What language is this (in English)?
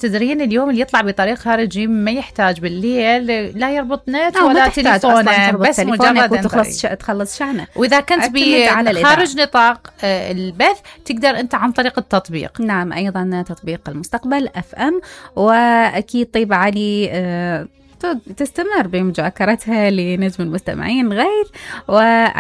Mesopotamian Arabic